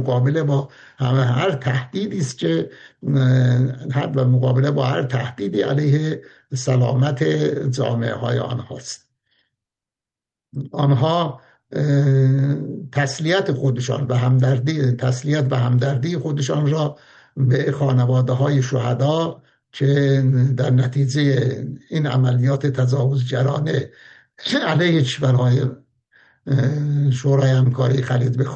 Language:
Persian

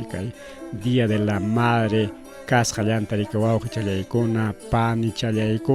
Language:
Ayacucho Quechua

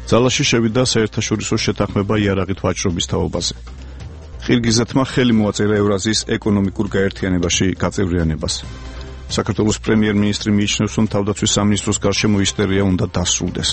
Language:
Georgian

